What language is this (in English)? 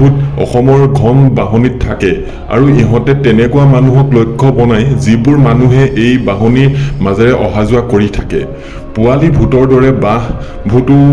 Assamese